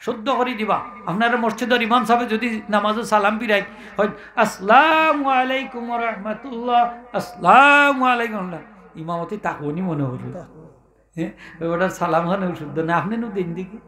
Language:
Sylheti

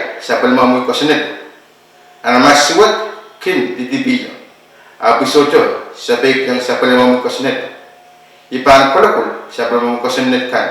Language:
Pohnpeian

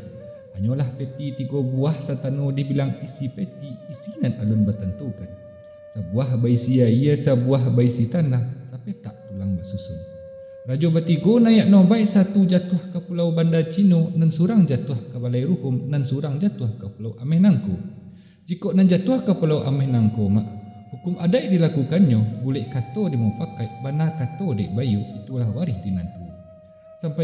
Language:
Minangkabau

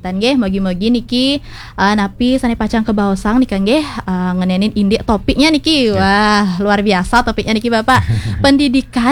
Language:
Balinese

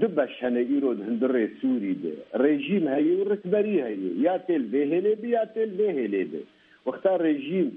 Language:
Kurdish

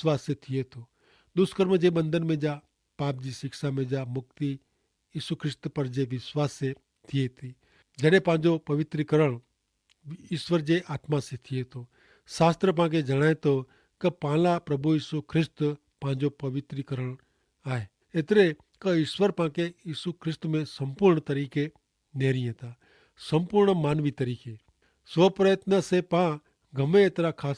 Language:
Kachhi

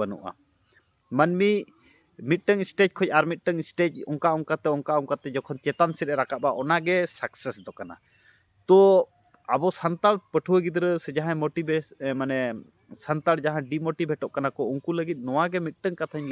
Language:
Santali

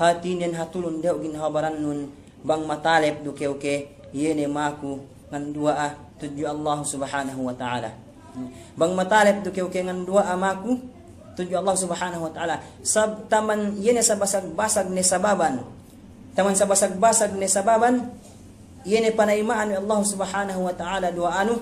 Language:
Yakan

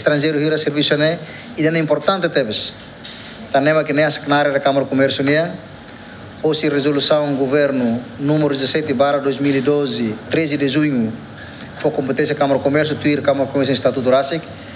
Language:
Tetum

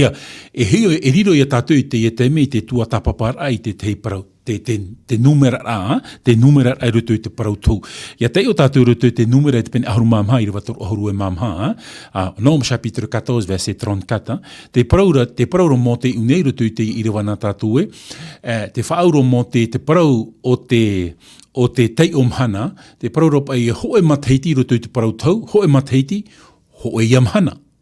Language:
Tahitian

